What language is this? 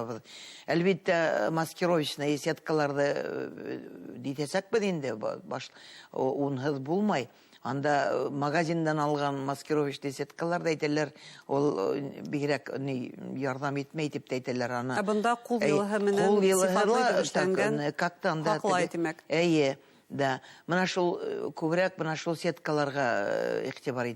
Bashkir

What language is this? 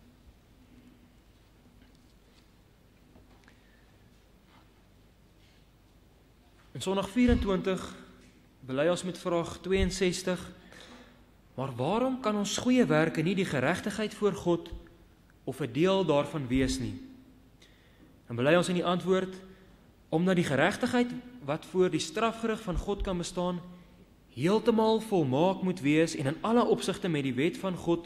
Afrikaans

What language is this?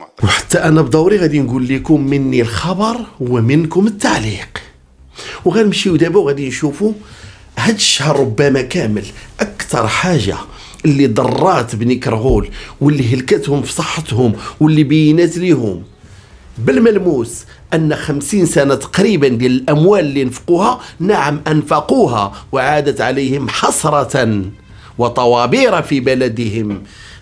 Moroccan Arabic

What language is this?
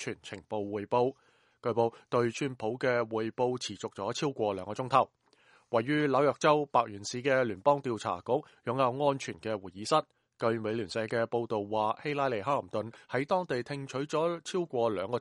Cantonese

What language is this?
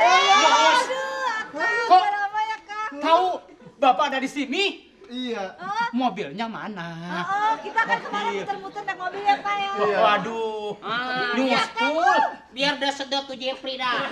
Betawi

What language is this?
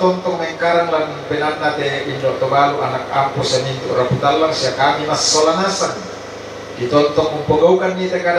Toraja-Sa'dan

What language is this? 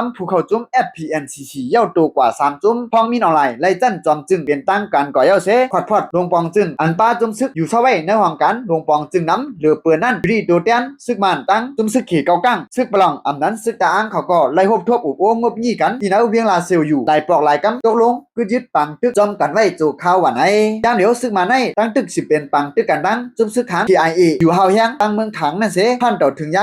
Shan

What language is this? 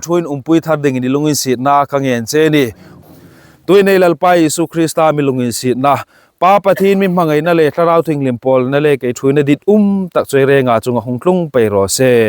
Hmar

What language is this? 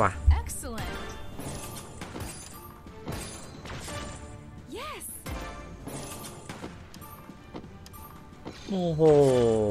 Thai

